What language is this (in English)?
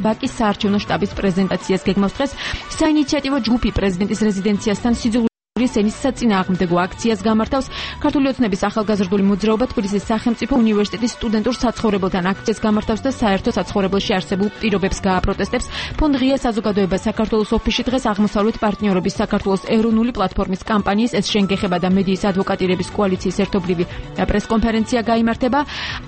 Georgian